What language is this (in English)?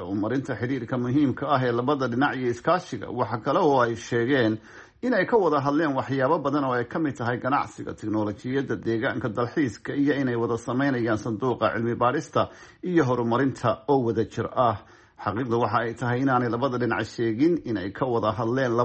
Somali